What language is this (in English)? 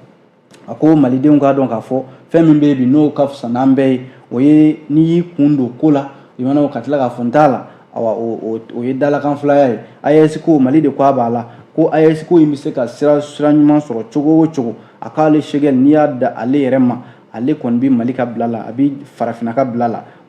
Bambara